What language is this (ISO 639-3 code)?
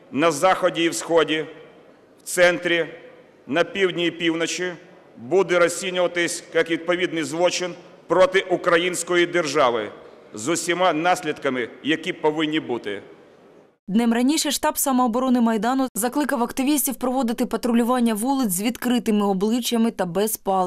ukr